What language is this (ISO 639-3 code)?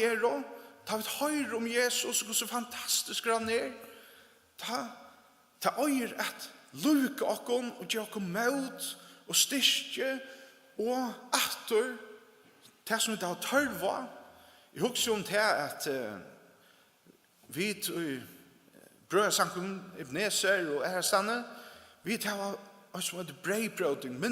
fao